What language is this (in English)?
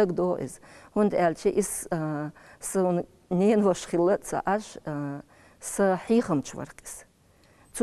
Chechen